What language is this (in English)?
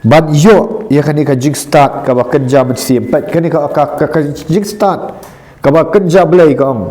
Khasi